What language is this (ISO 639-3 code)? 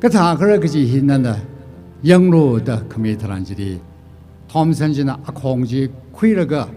nmf